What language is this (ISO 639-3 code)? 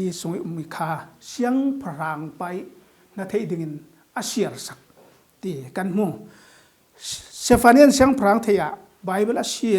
cfm